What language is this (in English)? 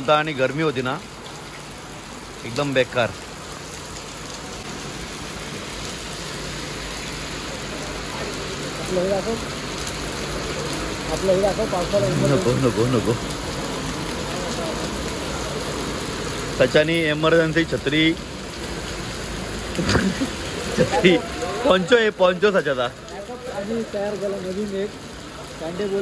Marathi